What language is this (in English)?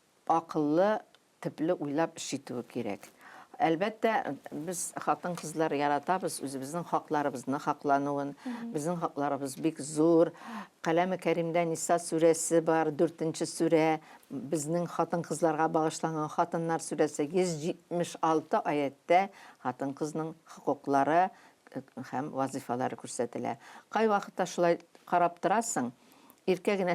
Tatar